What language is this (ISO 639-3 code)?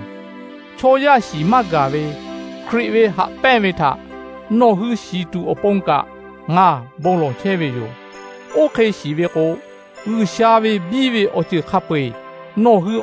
lhu